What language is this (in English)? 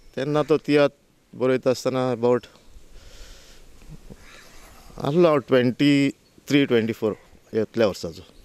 Konkani